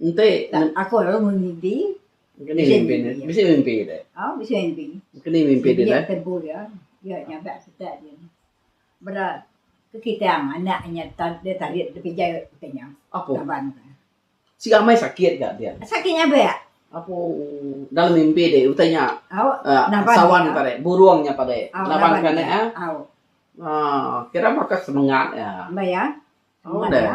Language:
Iban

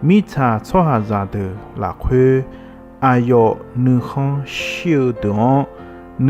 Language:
Akha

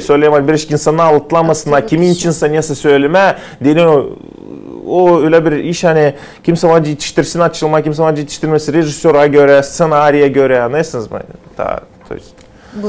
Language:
Gagauz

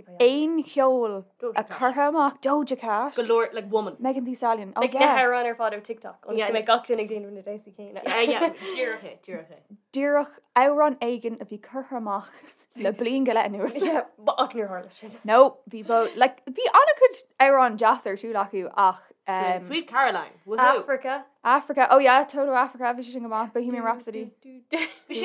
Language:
Irish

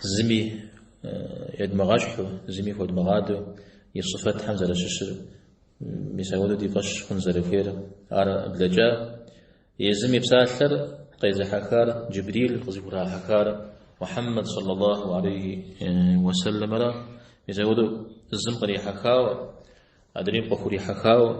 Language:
Kabardian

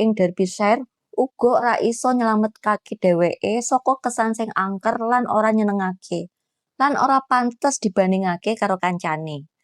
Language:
Javanese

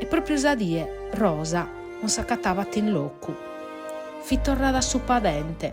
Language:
Sardinian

